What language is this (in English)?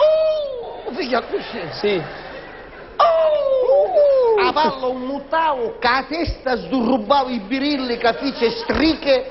Sicilian